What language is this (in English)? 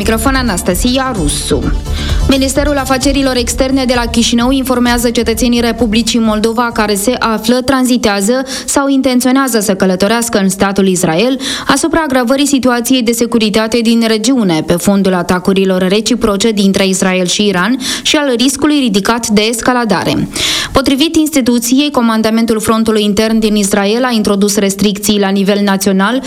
Romanian